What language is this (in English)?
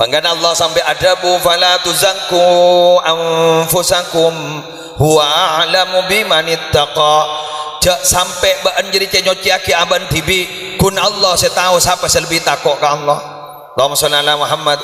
Madurese